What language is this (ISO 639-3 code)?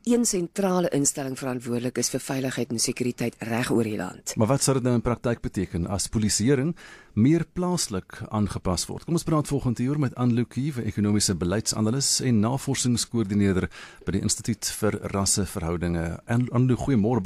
afr